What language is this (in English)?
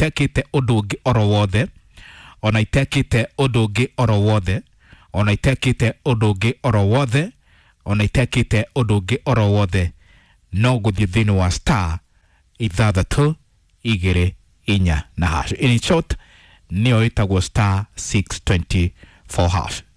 Kikuyu